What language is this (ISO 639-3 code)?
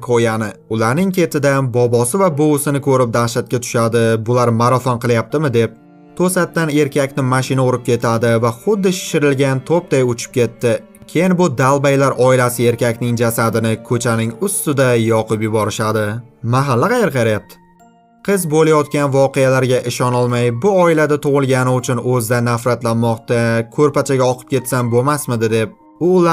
uzb